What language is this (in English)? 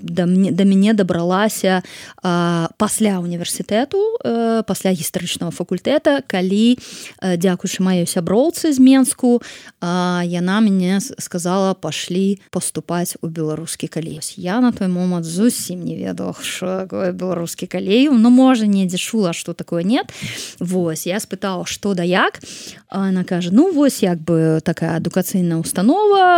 Belarusian